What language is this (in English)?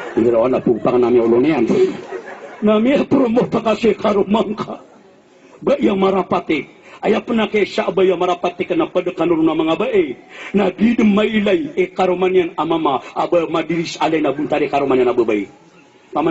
Maranao